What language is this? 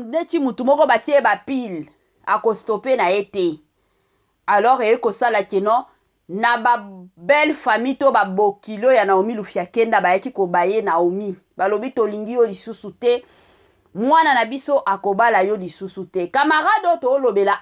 Lingala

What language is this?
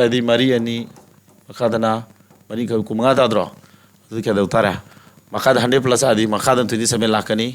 Manipuri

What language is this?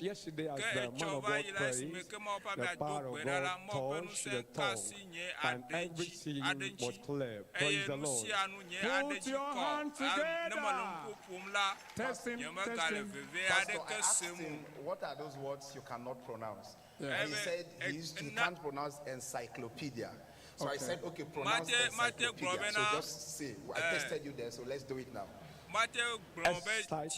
Ewe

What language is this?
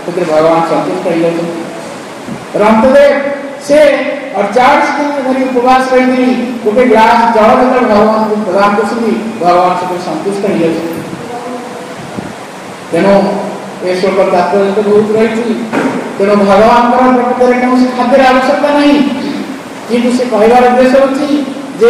Odia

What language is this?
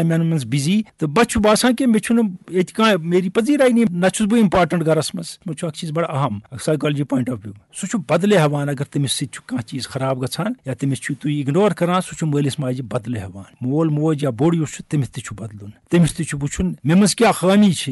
Kashmiri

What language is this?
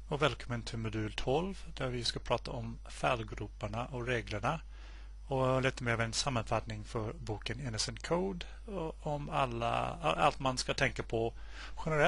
Swedish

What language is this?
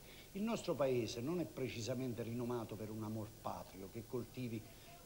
Italian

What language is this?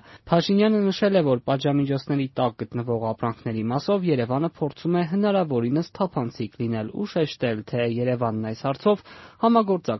Armenian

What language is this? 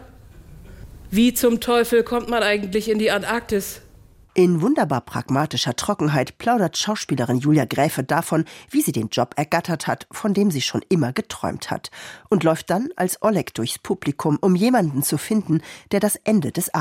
German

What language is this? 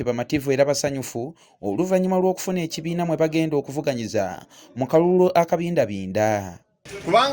Ganda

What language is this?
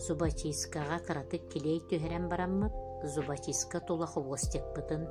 Yakut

